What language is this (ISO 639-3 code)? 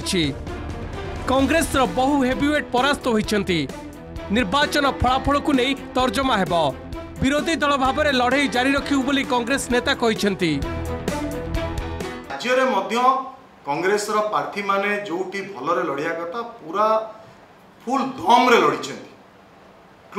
ori